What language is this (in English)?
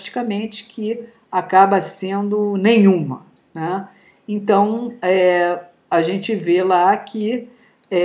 Portuguese